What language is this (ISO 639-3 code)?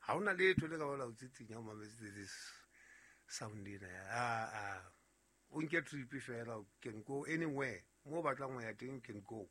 sot